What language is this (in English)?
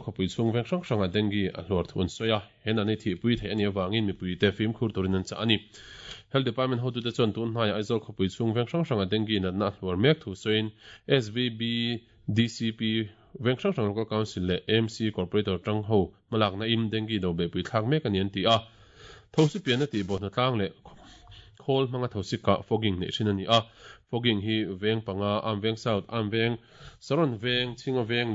Mizo